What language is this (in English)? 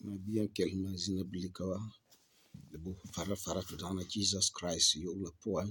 Frafra